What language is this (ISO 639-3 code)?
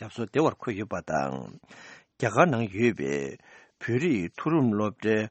bod